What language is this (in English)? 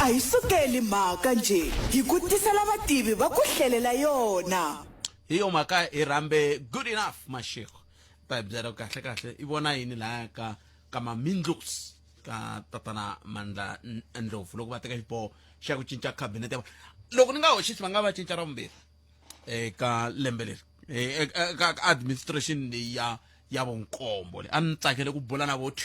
Tsonga